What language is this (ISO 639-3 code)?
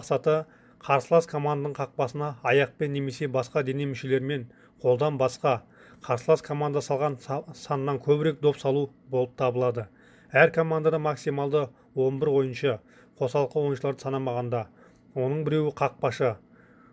kaz